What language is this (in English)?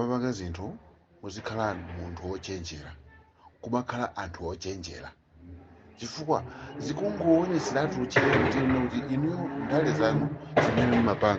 Nyanja